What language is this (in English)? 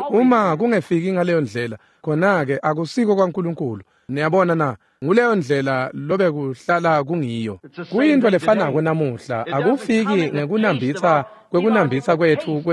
Swati